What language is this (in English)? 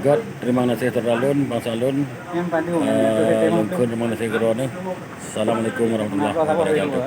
Achinese